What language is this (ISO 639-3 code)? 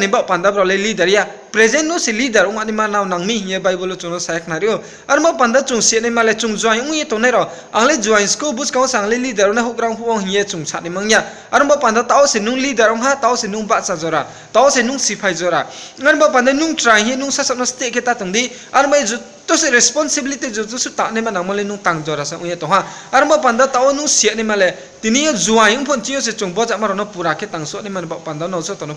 ria